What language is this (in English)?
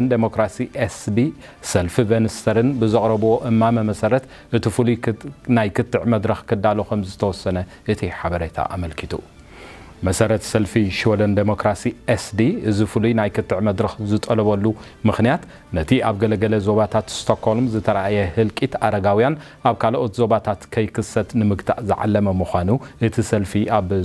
Tigrinya